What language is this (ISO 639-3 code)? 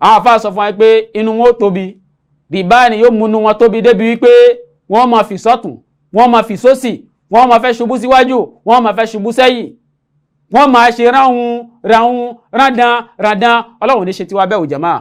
yor